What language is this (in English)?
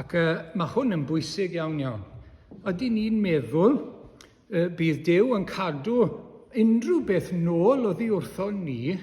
Welsh